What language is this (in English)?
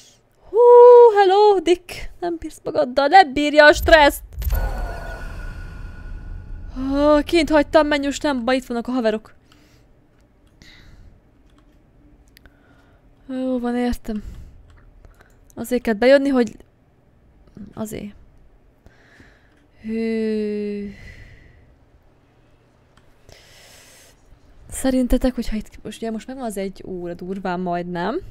Hungarian